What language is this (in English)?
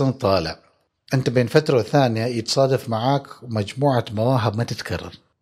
Gulf Arabic